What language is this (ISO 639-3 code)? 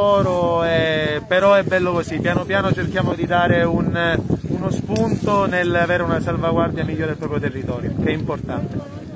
ita